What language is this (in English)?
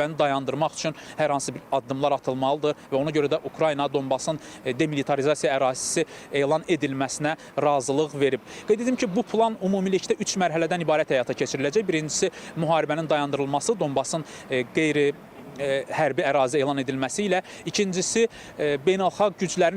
Azerbaijani